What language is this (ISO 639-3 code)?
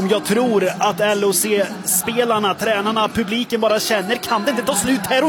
swe